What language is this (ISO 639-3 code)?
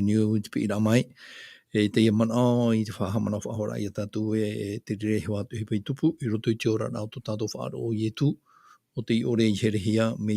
tah